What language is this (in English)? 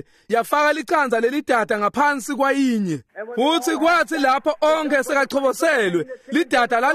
Swati